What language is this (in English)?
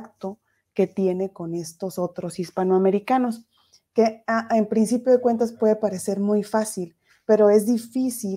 Spanish